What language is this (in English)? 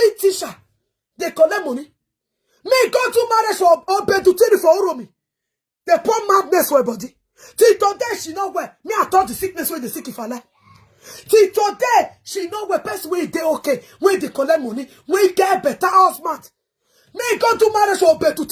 Nigerian Pidgin